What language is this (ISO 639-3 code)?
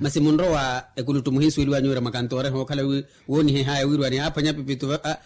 vmw